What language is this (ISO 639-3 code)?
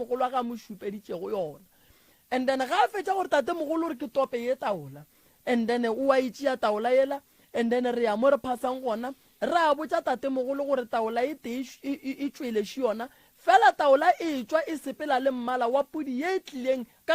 nso